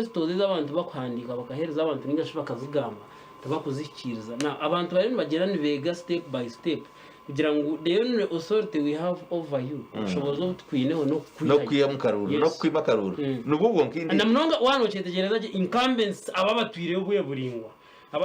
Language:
Nyankole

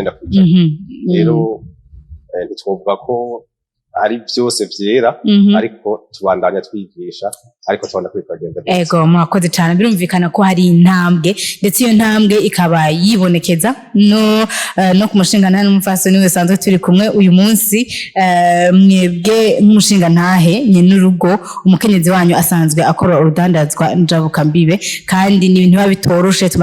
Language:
Rundi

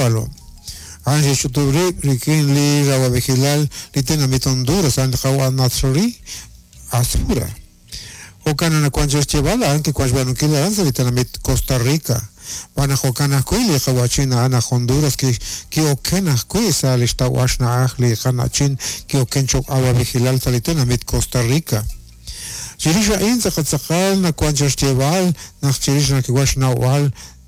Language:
Kekchí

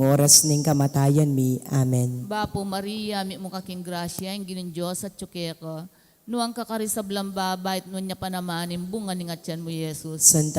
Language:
Pampanga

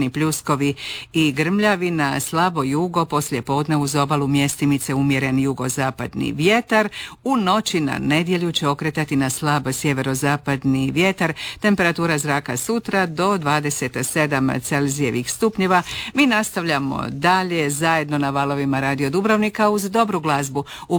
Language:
Croatian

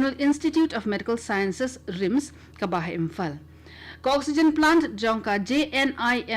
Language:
Khasi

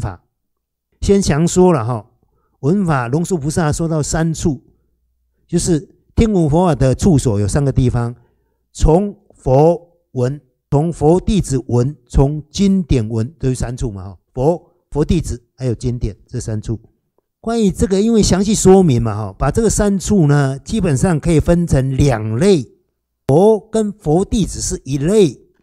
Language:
Chinese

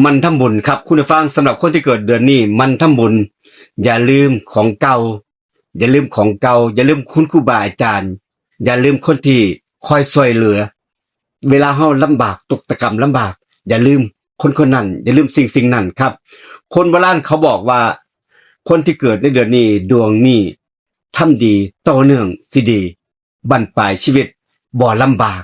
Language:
Northeastern Thai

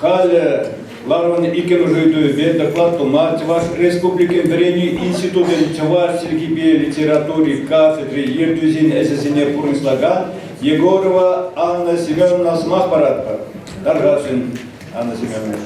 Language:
Chuvash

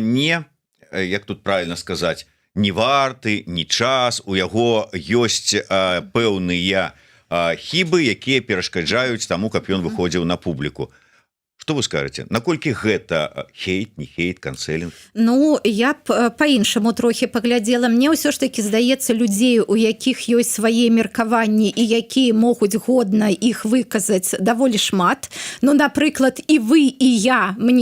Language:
Belarusian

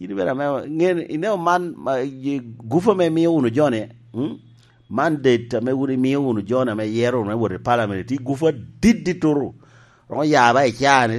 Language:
Lango (Uganda)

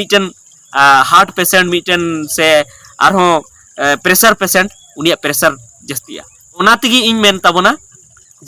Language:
Santali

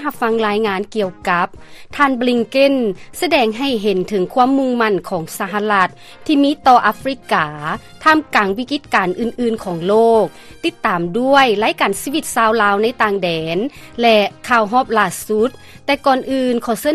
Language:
Lao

